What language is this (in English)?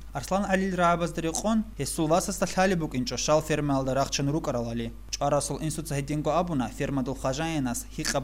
Avaric